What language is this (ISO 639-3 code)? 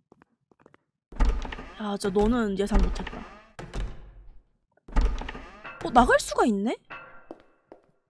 kor